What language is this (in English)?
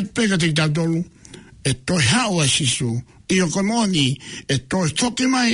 Tongan